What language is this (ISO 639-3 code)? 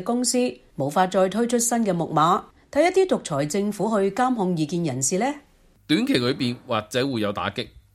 yue